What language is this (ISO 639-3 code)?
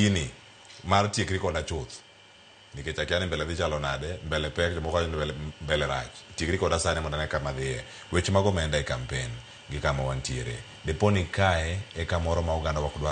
luo